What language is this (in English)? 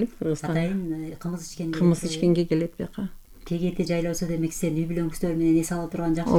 Kyrgyz